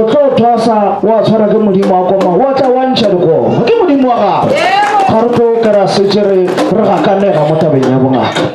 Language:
Northern Sotho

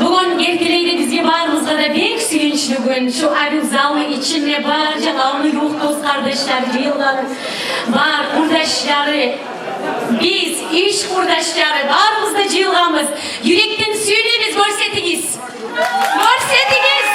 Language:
Kumyk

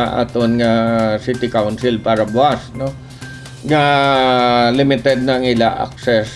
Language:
Hiligaynon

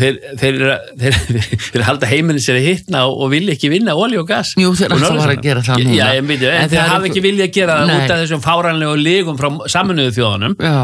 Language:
Icelandic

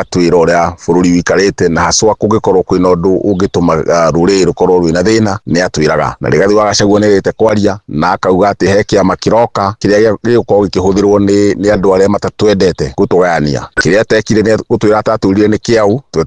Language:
Kikuyu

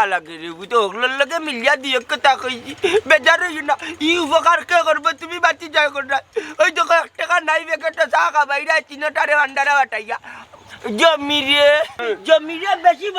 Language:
Sylheti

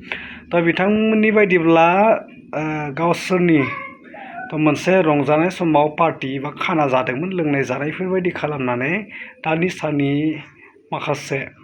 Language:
Bodo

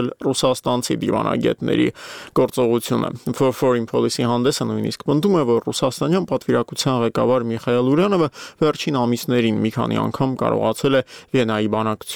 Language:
Armenian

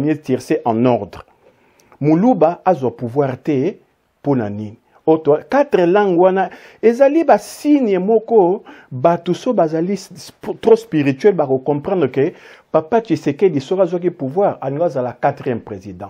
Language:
Lingala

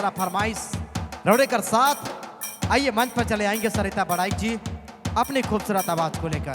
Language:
Sadri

